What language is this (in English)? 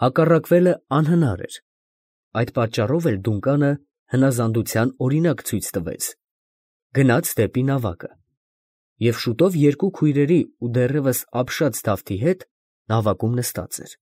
Armenian